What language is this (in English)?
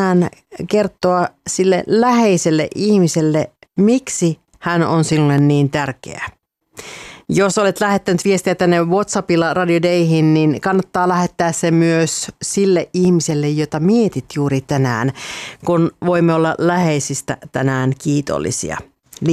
Finnish